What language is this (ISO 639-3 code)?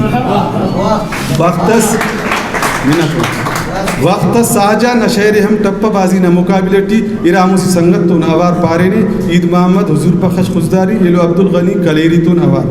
brh